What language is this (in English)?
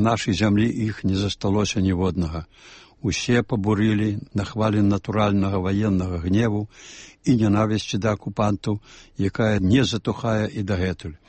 Belarusian